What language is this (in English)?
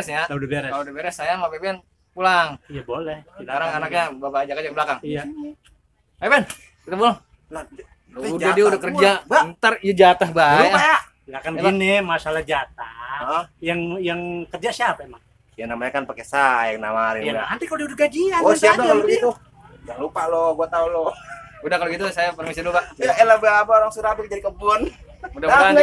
Betawi